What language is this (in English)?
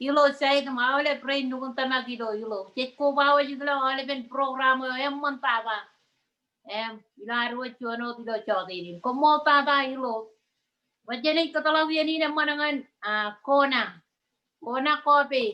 Marshallese